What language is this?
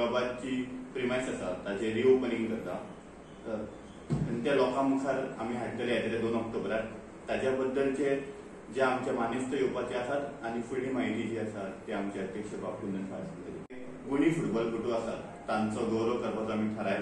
Konkani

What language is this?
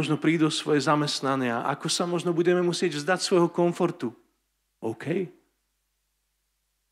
Slovak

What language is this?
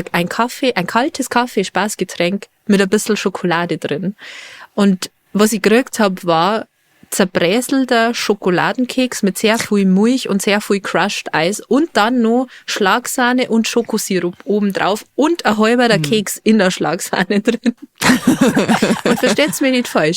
Bavarian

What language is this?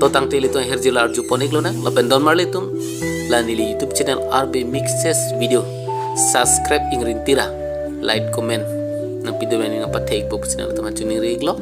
Karbi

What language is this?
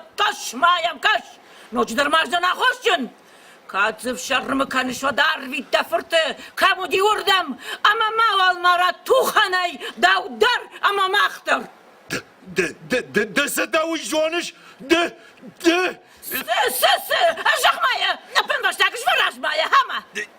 Ossetic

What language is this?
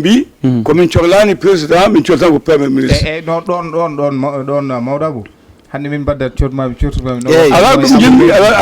Fula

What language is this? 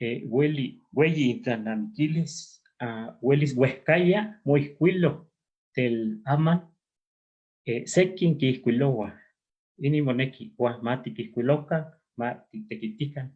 Eastern Huasteca Nahuatl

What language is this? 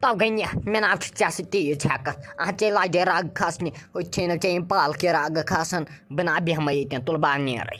Kashmiri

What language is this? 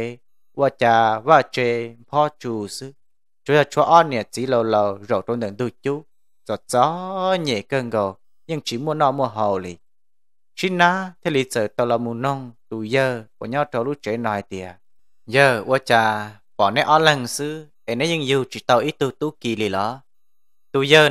Vietnamese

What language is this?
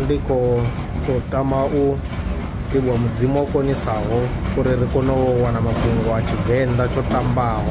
Venda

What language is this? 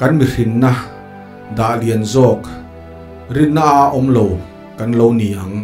Mizo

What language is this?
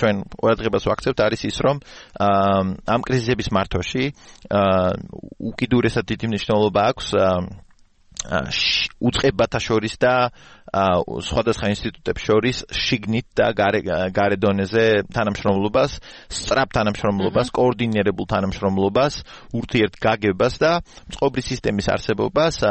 Georgian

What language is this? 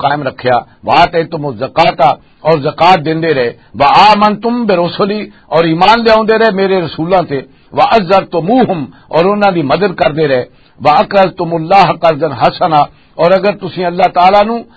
Western Panjabi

